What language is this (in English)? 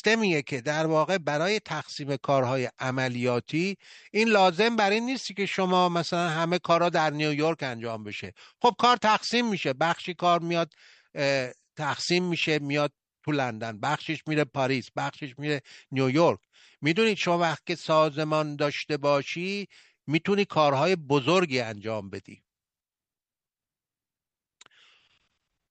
Persian